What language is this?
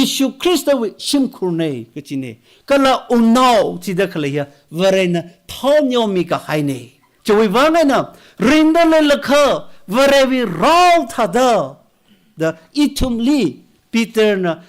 Tangkhul Naga (India)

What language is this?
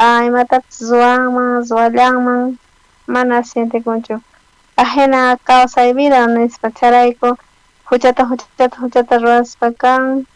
South Bolivian Quechua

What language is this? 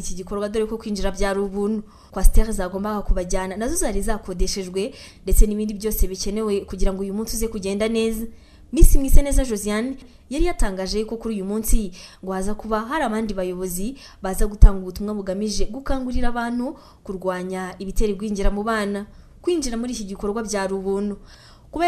Kinyarwanda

